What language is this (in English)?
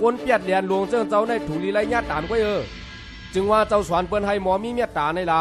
Shan